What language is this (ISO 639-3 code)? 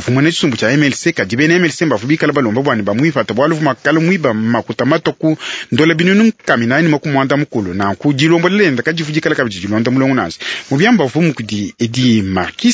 lua